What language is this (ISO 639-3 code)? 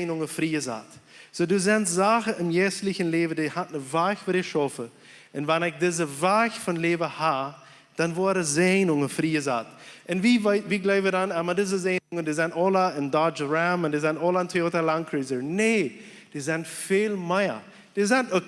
pdt